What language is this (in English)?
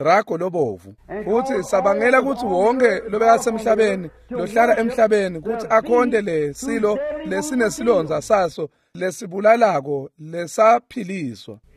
Swati